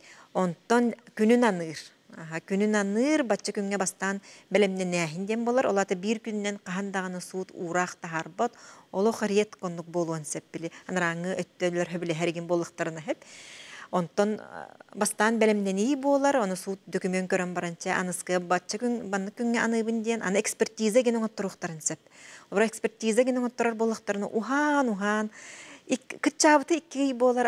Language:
Yakut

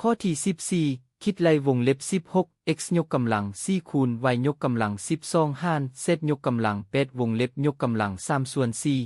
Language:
Lao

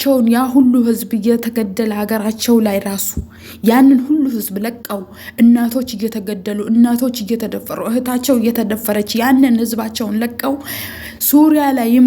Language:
Amharic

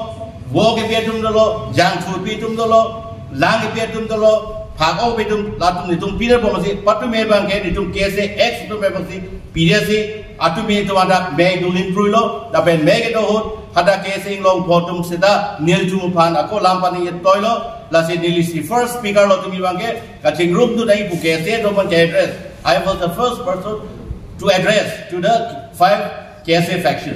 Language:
Karbi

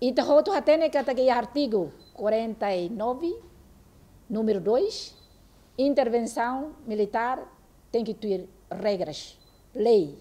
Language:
Tetum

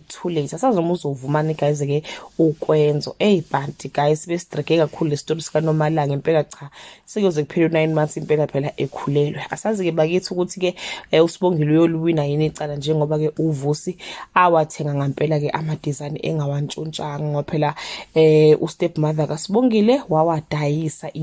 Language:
Zulu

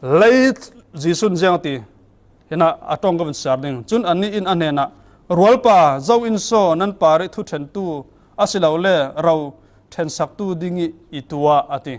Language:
Falam Chin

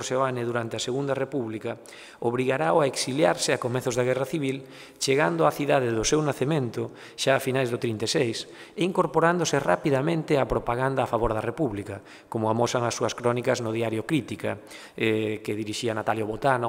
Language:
Galician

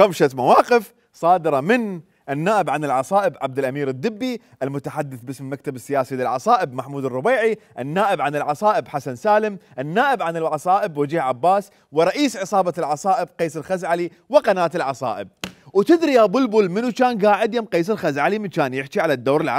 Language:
Mesopotamian Arabic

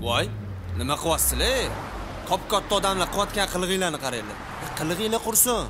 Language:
Kara-Kalpak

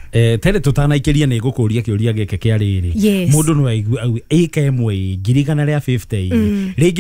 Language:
Kikuyu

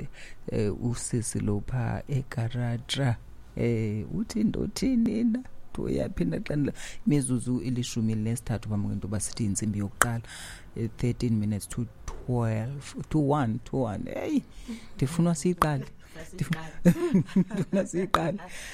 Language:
Xhosa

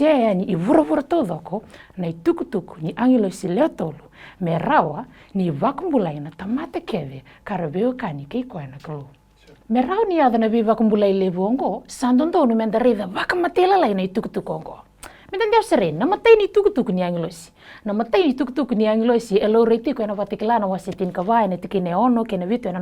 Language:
Fijian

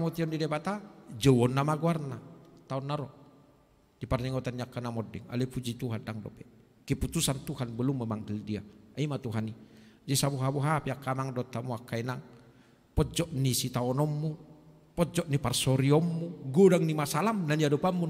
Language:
Batak Toba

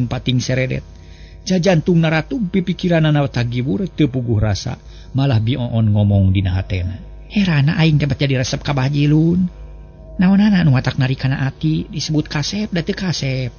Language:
Sundanese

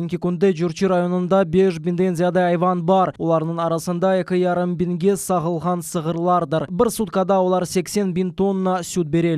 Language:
Crimean Tatar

